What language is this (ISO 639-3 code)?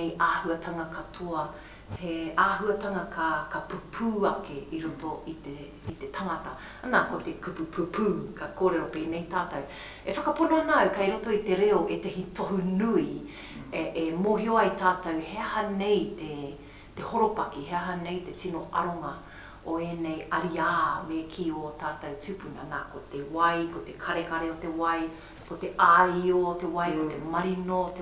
mri